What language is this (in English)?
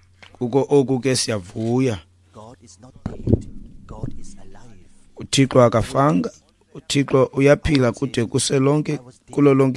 Xhosa